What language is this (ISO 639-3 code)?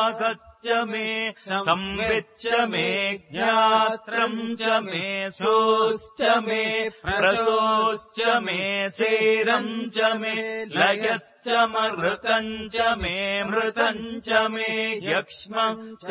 san